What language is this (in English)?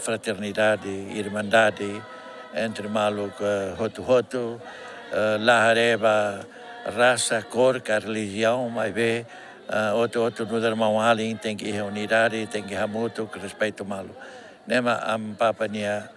Tetum